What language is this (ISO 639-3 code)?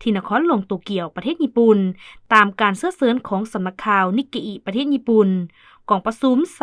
lao